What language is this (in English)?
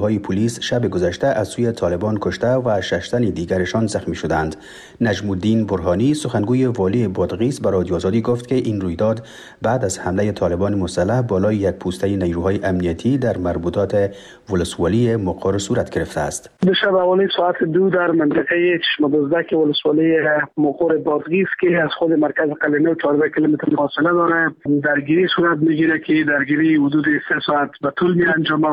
Persian